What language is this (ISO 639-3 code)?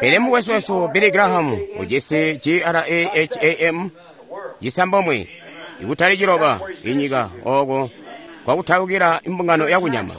toi